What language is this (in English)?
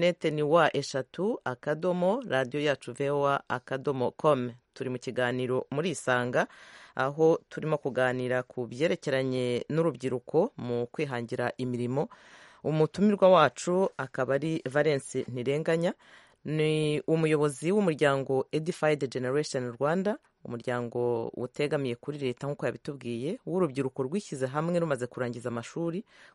Kinyarwanda